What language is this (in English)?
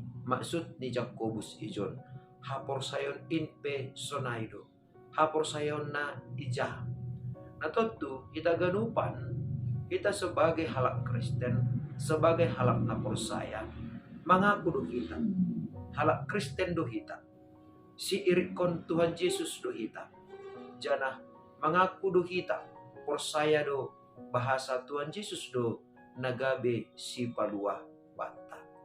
Batak Simalungun